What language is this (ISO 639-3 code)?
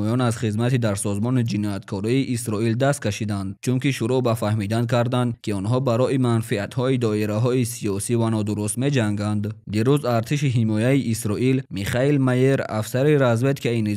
tgk